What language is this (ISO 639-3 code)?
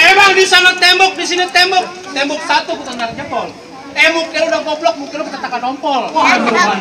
bew